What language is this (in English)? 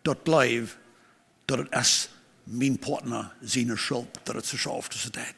Plautdietsch